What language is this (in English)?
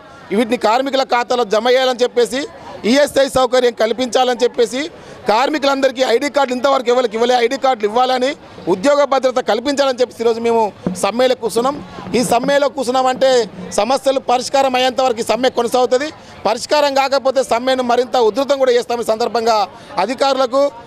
Telugu